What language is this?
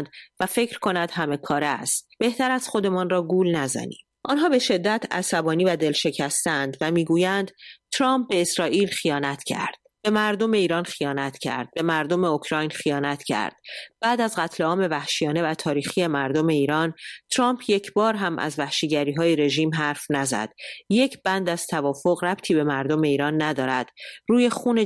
Persian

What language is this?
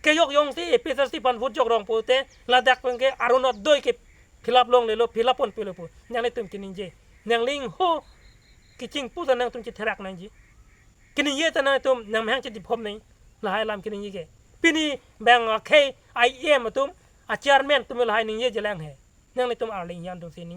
Karbi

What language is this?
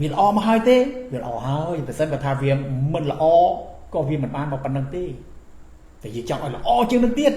Khmer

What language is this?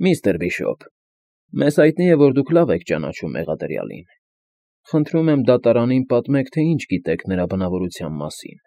Armenian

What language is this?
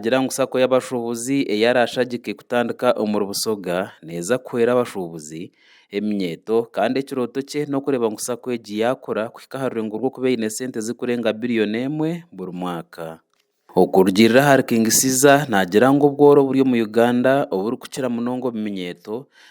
Nyankole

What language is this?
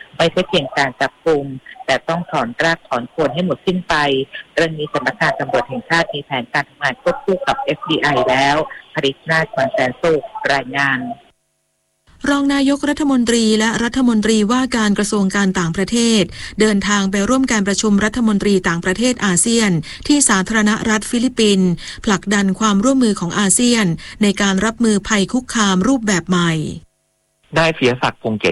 Thai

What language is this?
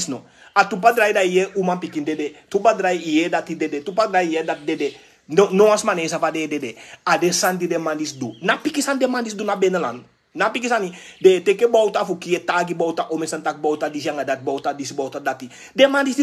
Sranan Tongo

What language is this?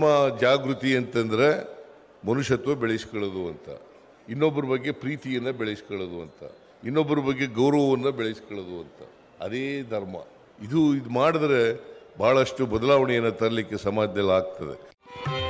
Kannada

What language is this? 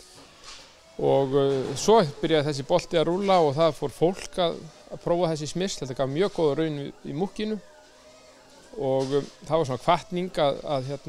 Icelandic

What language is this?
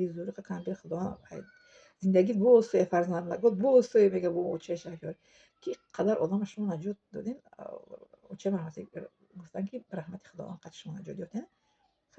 Tajik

